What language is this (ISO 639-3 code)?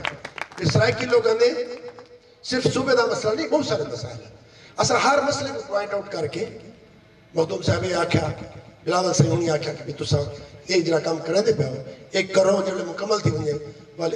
skr